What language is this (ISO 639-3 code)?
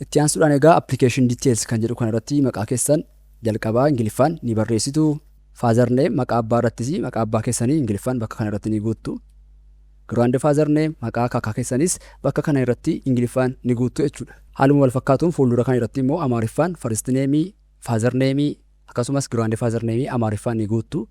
orm